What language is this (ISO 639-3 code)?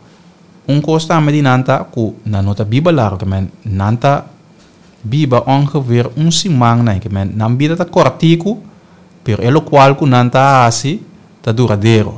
pap